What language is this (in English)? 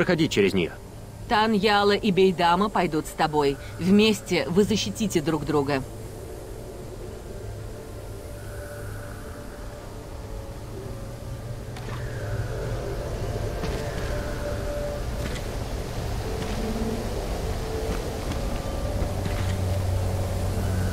Russian